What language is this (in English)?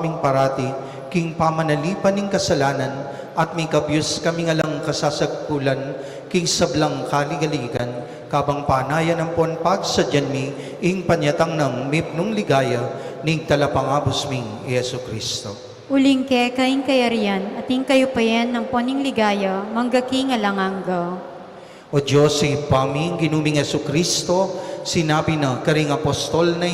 Pampanga